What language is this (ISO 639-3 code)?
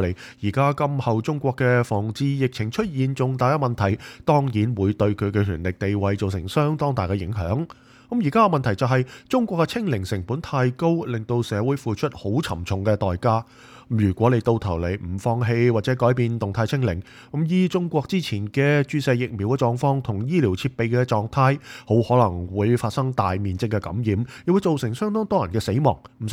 yue